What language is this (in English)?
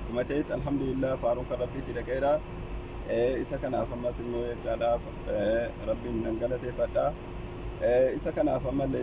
Oromo